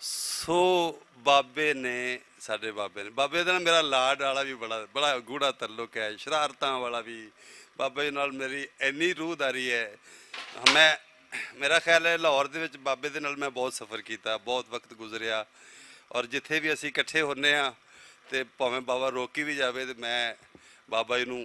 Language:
Western Panjabi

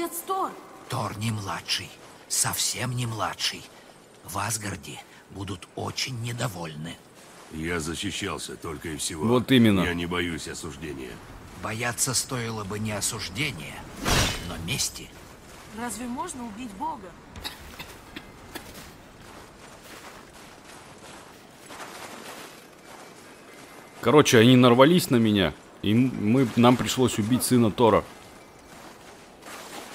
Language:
Russian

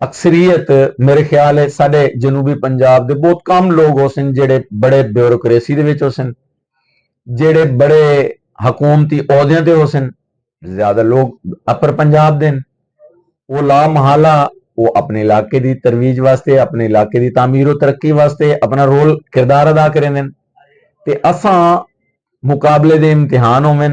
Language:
Saraiki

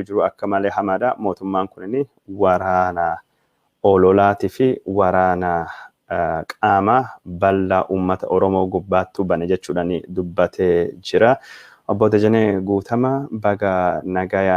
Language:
Oromo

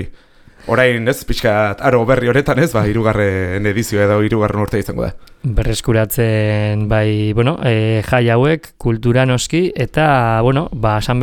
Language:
Basque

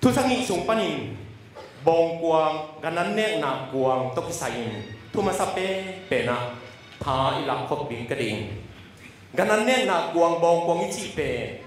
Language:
Tedim Chin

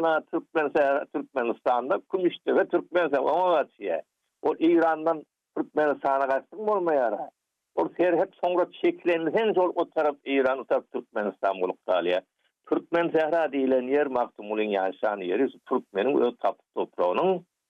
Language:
Turkmen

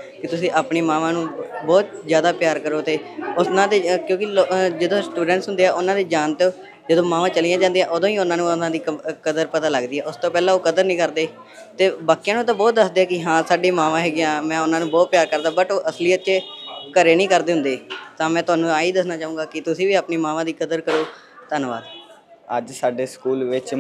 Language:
Punjabi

